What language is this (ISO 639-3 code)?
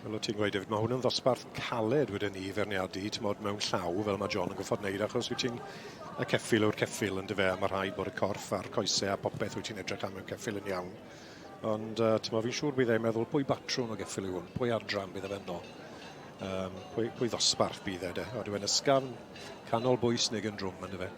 cym